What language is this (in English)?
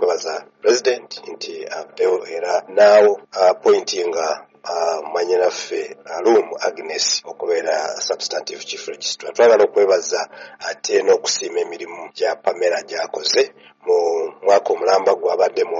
Ganda